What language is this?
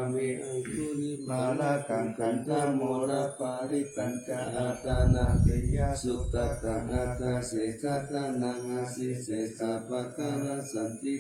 Pali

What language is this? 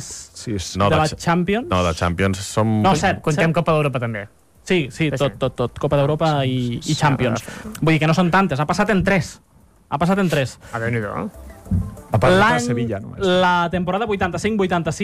Catalan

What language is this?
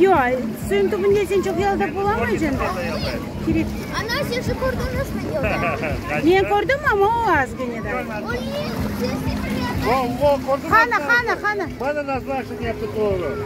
Crimean Tatar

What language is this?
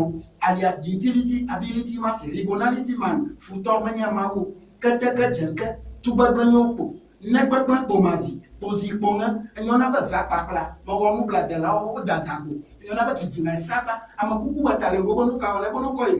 Ewe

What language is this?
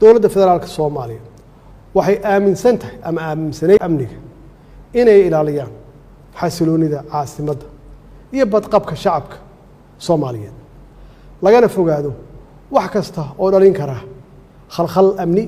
Somali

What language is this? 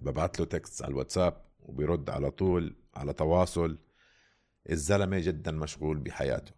North Levantine Arabic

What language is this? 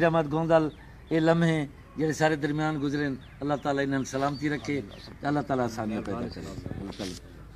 Saraiki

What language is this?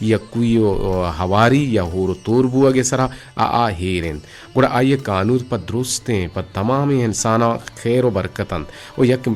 Eastern Balochi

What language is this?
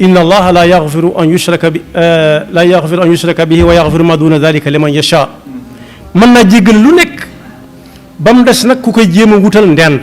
Wolof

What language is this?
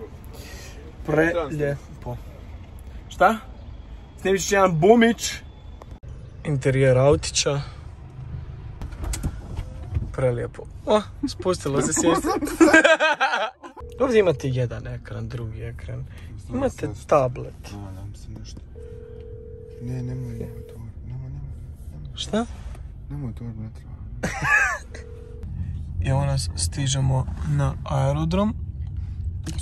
Croatian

